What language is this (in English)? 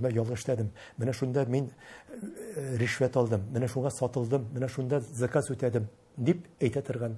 Tatar